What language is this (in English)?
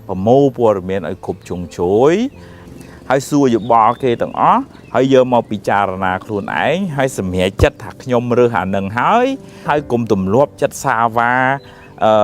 Khmer